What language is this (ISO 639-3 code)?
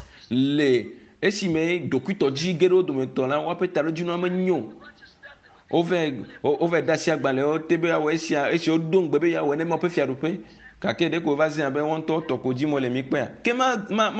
ewe